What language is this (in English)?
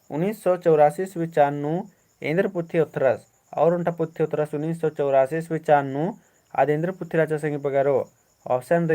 Kurukh